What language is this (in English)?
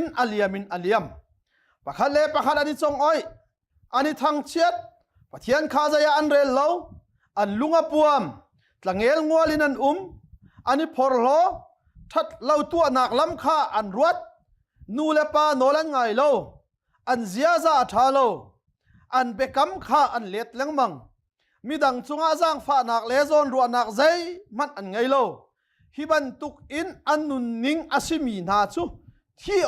Hakha Chin